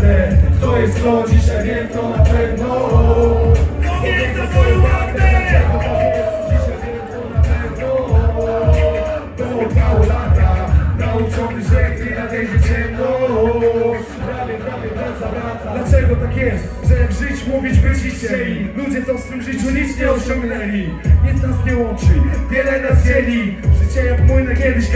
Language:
Polish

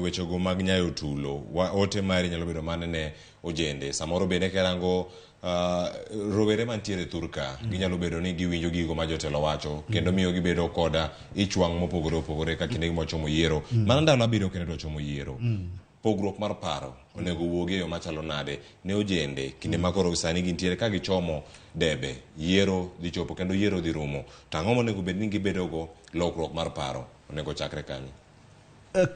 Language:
Luo (Kenya and Tanzania)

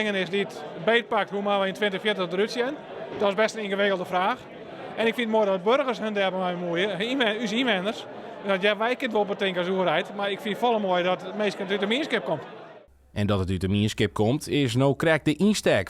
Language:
Western Frisian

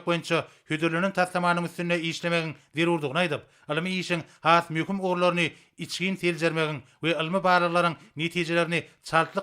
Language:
Turkmen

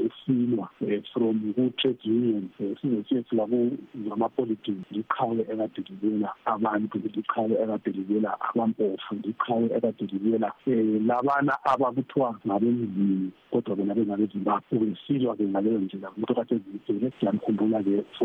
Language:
North Ndebele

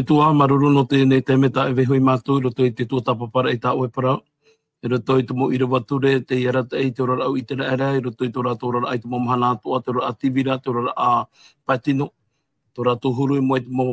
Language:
Tahitian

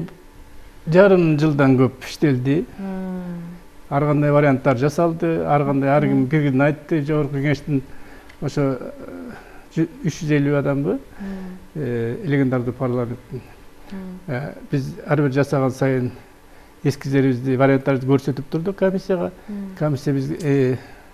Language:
Kyrgyz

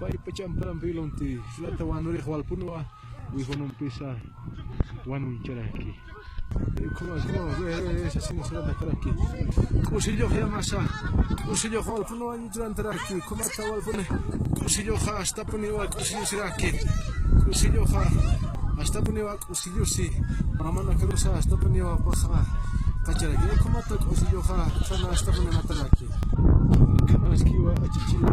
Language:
Aymara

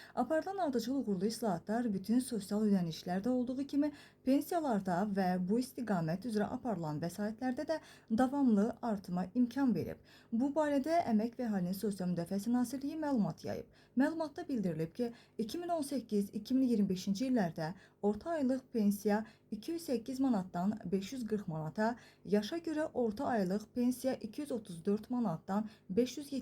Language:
Azerbaijani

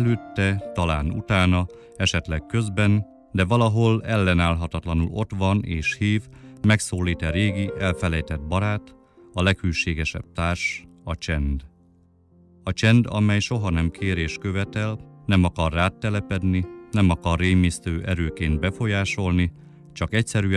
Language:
Hungarian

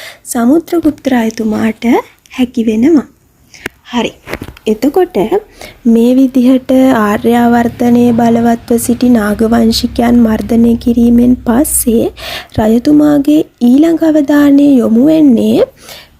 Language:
Sinhala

